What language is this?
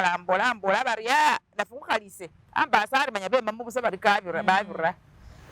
Masaaba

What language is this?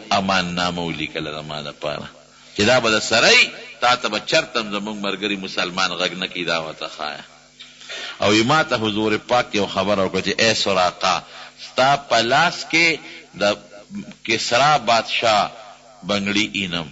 Pashto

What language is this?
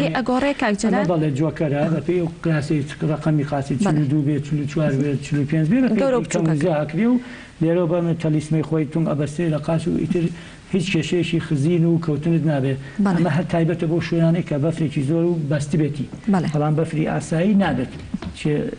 Central Kurdish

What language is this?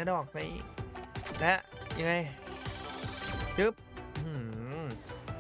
Thai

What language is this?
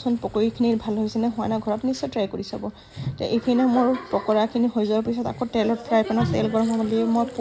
Assamese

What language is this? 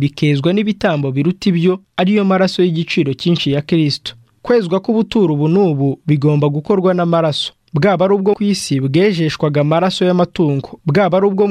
Kinyarwanda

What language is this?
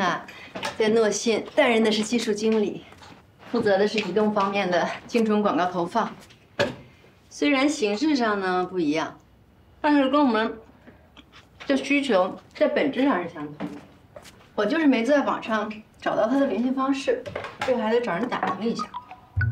Chinese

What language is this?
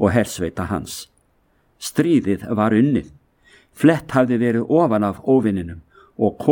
Icelandic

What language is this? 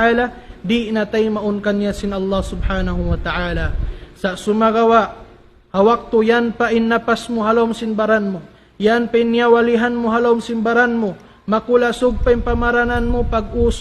Tausug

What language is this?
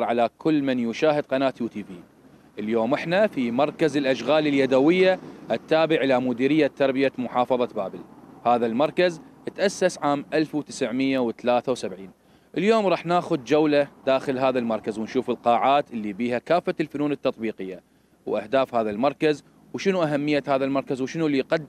Mesopotamian Arabic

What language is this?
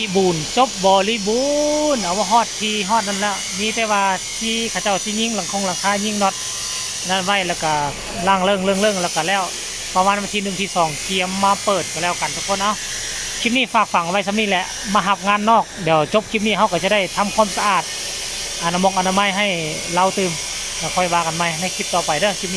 Northeastern Thai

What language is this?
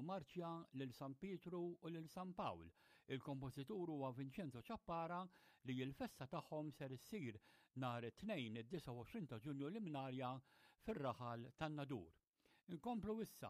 Maltese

